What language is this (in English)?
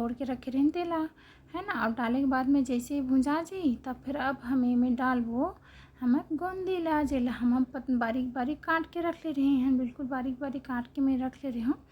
Chhattisgarhi